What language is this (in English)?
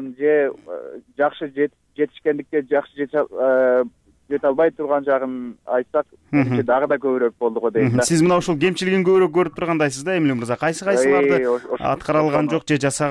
Kyrgyz